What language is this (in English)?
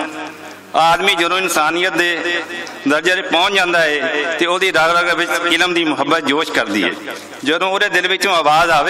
Western Panjabi